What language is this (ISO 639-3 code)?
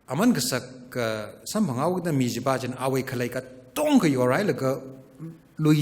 nmf